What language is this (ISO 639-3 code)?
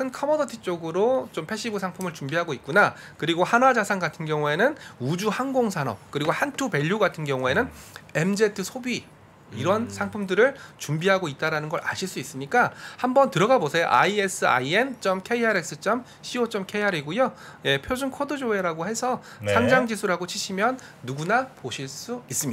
kor